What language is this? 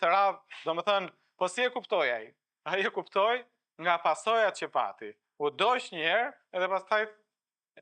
Albanian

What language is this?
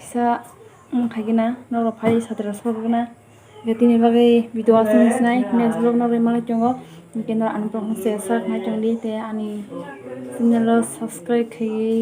Kok Borok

